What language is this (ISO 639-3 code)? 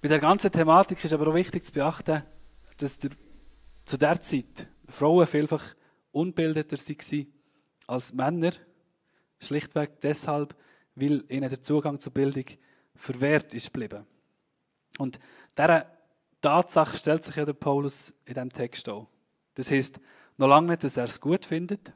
gsw